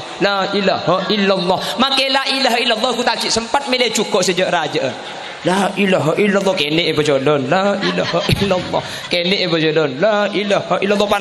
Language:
Madurese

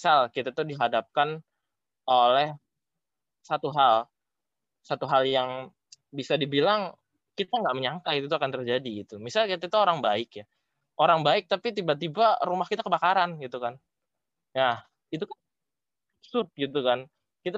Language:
Indonesian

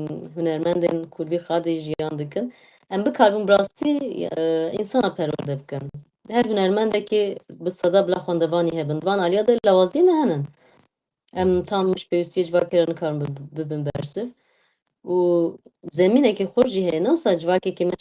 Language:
Kurdish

